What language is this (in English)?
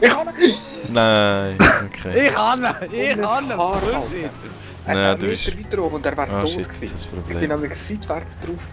Swiss German